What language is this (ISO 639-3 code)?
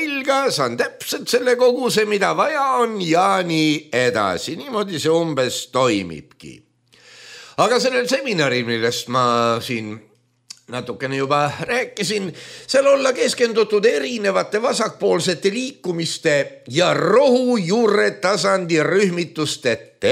est